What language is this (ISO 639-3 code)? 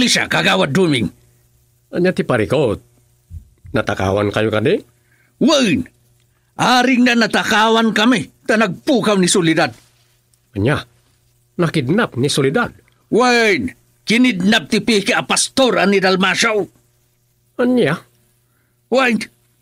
ilo